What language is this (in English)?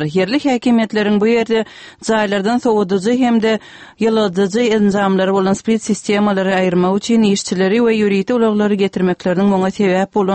Turkmen